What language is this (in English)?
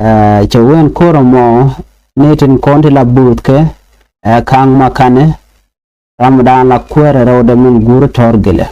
Nuer